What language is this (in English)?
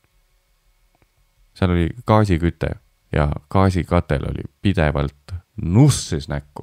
Estonian